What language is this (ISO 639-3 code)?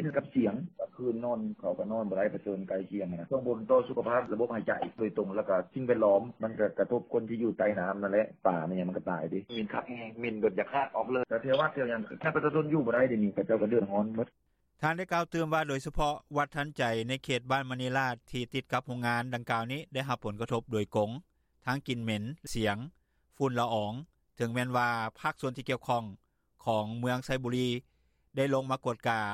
lao